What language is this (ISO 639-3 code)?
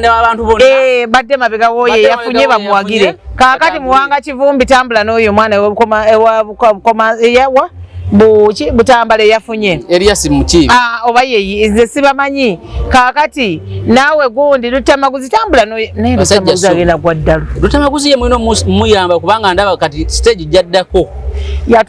lug